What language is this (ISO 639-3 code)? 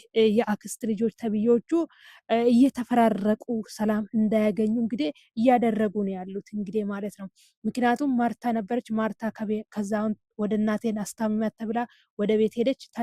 amh